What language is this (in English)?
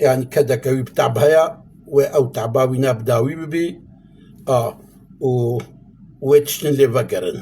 Kurdish